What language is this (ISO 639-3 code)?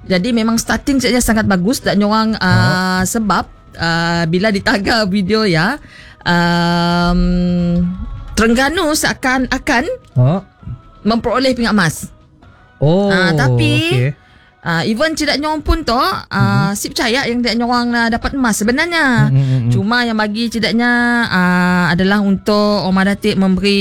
msa